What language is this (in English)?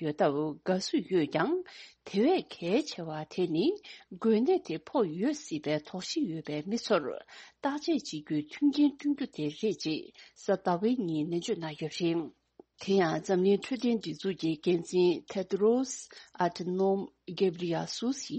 Tibetan